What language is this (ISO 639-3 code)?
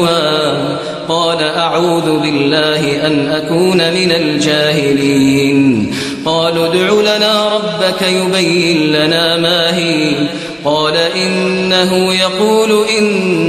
ara